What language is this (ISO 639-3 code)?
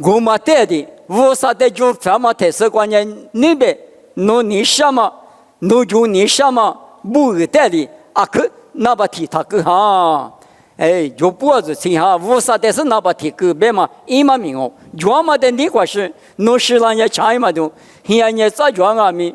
lis